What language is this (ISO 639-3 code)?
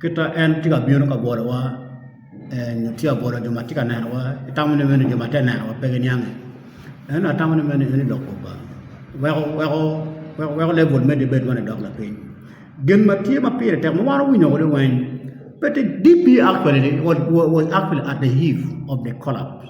ach